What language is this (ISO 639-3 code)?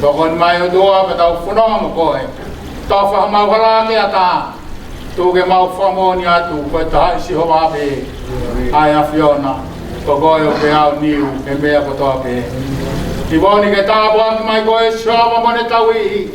ton